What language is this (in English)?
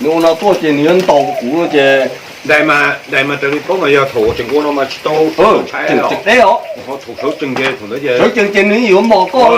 Hmong